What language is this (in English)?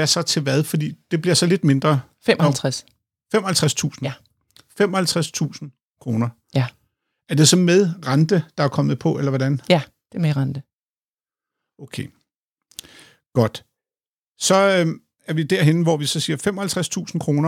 Danish